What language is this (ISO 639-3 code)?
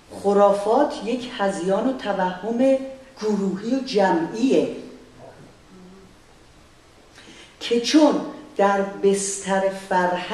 fas